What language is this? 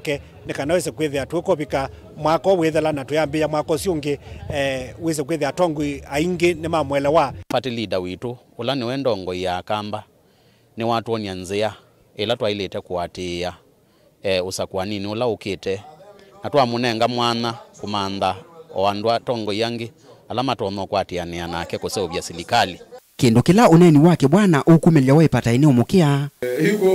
Kamba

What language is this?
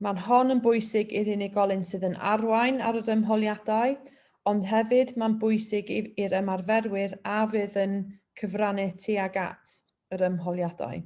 Welsh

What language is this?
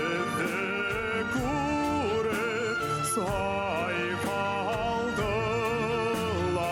Bashkir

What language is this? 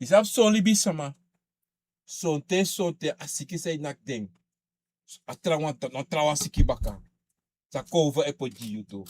Sranan Tongo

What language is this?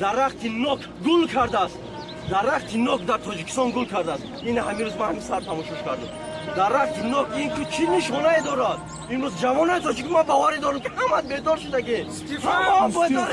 Tajik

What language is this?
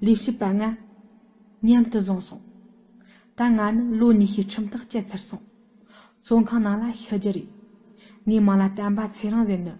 Tibetan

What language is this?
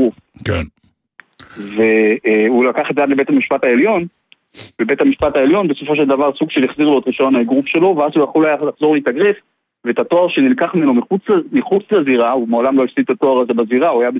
Hebrew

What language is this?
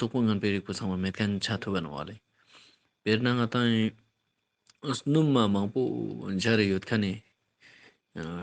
Ladakhi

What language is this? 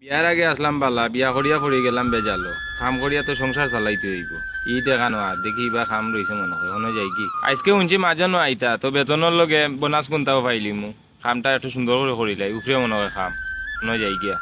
Sylheti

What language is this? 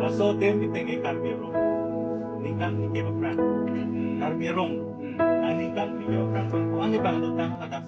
Karbi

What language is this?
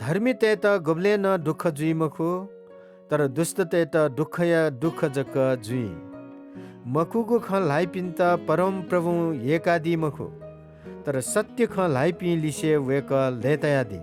Newari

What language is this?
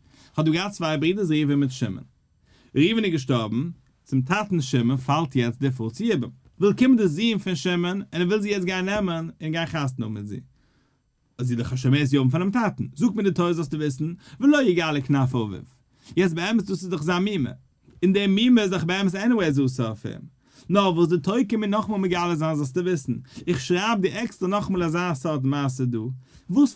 Yiddish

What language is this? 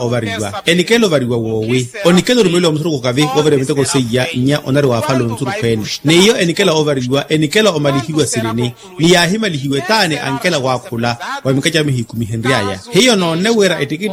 Makhuwa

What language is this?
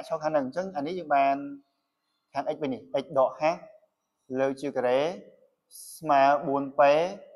Khmer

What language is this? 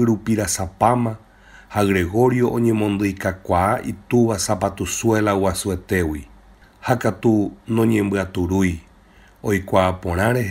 Guarani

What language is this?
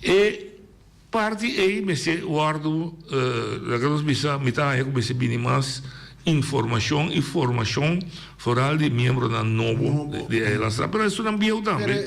Papiamento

